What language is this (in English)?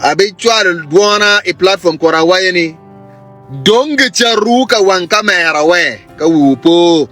Acoli